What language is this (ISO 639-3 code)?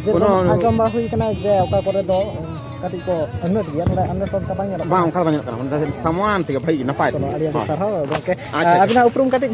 sat